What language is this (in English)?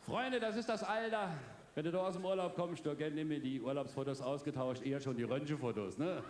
Palatine German